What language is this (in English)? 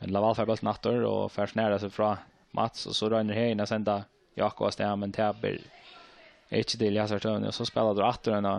Faroese